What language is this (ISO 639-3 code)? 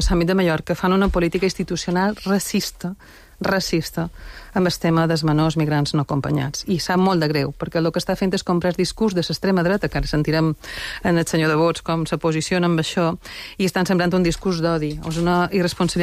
cat